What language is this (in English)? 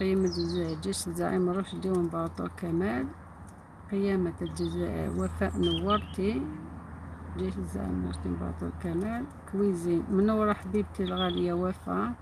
Algerian Arabic